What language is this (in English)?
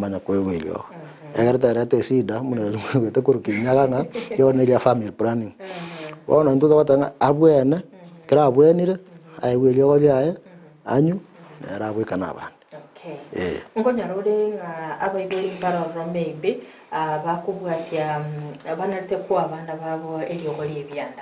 Gusii